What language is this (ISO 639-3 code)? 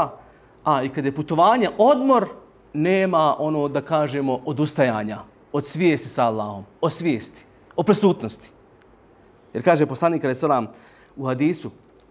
bos